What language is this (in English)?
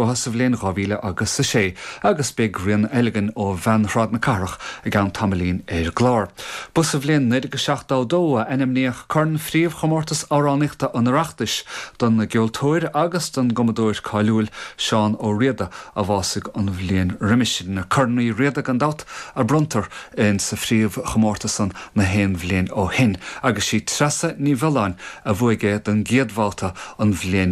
Irish